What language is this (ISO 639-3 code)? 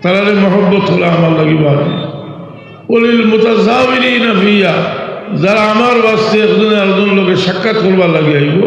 syl